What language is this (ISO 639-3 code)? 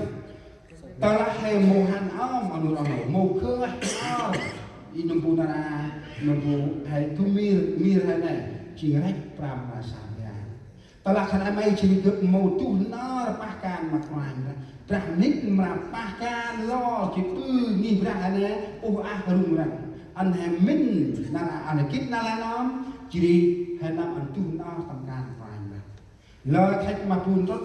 cmo